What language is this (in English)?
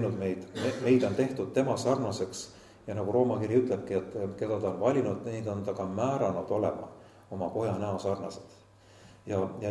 Estonian